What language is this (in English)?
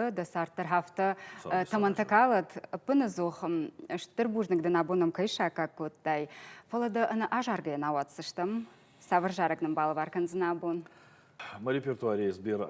Ossetic